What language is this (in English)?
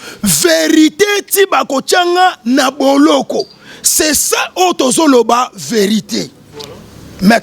Lingala